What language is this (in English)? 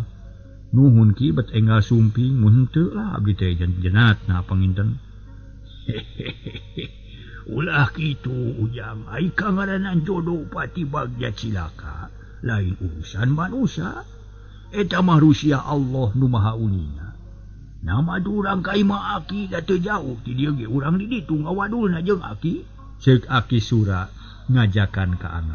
Sundanese